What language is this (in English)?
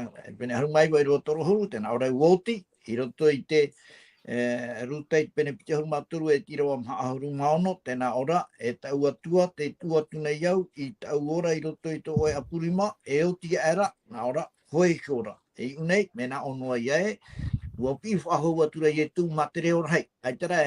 Tahitian